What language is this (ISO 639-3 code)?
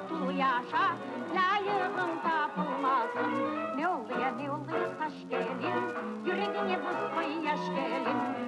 crh